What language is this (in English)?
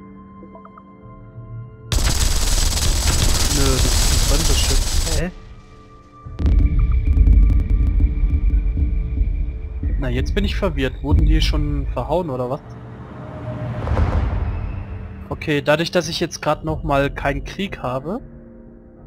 German